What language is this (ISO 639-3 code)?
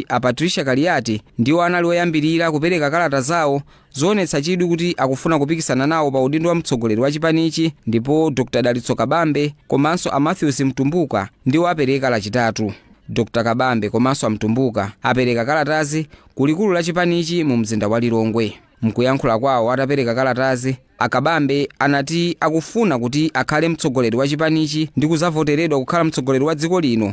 nya